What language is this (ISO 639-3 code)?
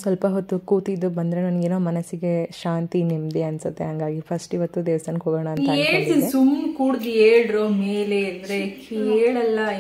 kan